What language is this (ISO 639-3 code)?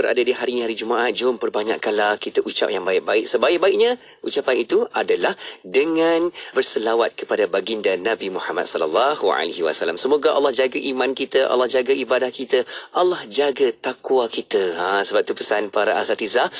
msa